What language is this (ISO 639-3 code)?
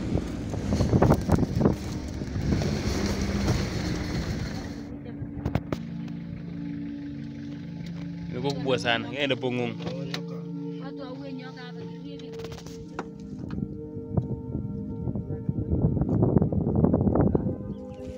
swa